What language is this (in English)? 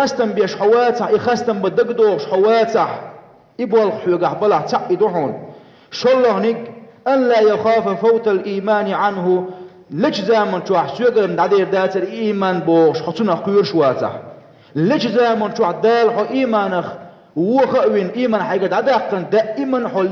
Chechen